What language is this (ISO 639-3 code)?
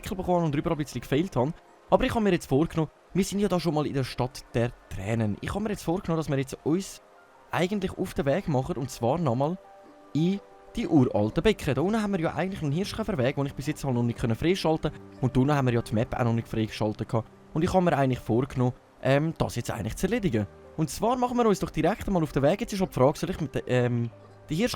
gsw